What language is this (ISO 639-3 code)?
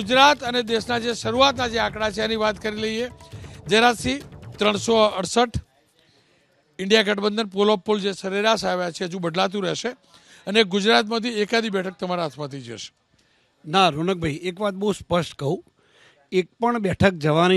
guj